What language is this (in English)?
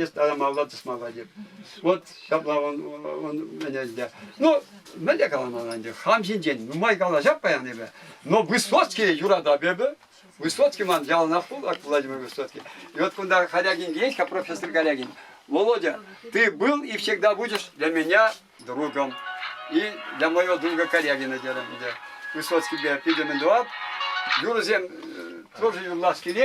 Chuvash